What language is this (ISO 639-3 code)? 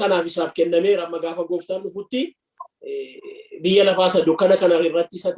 orm